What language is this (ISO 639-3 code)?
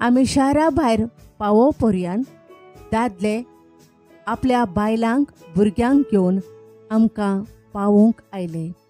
kok